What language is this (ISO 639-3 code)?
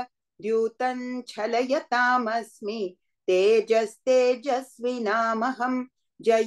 san